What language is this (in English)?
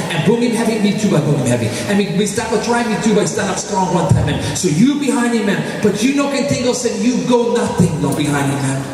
Tok Pisin